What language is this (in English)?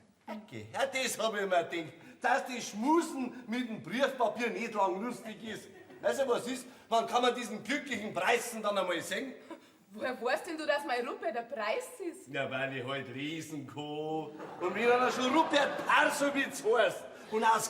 Bavarian